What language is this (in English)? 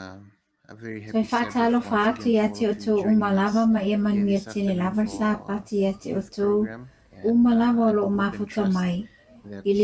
Samoan